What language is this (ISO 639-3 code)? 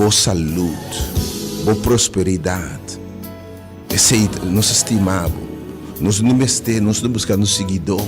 pap